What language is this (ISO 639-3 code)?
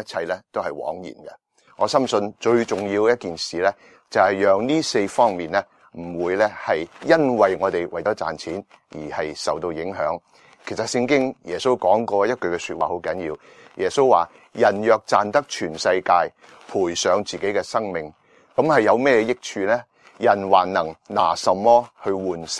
yue